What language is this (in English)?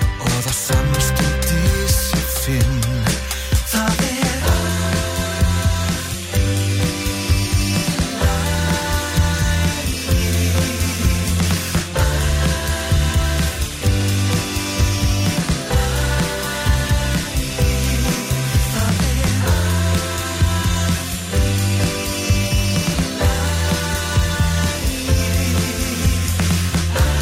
Icelandic